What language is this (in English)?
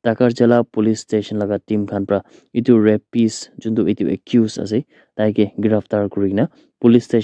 Naga Pidgin